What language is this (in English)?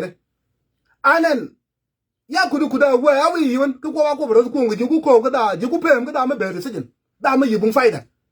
Nuer